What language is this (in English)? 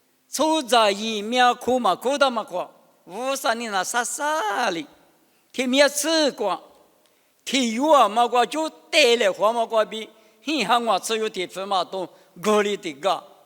Lisu